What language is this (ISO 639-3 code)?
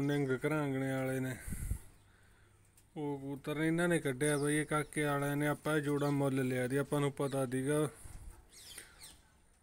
pan